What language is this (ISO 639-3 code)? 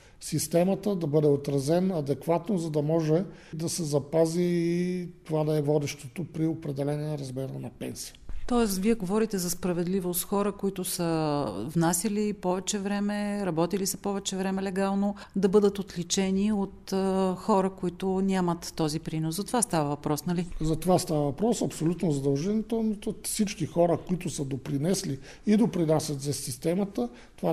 bul